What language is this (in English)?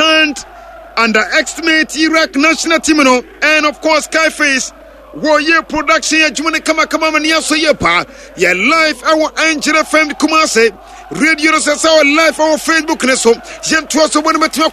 Akan